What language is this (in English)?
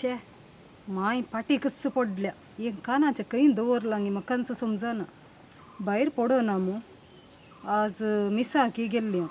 Konkani